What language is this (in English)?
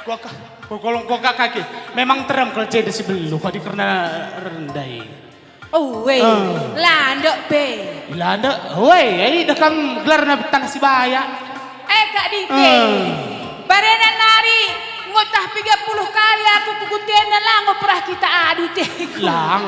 Batak Karo